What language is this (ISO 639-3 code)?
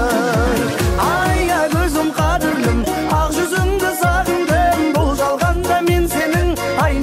kaa